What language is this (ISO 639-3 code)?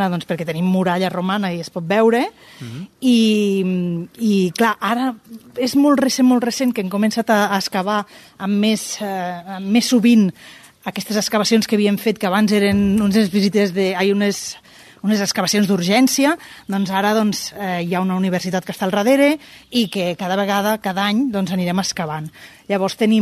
cat